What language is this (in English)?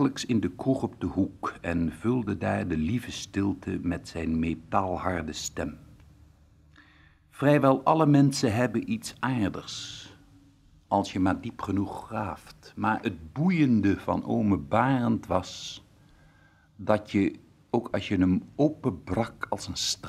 Dutch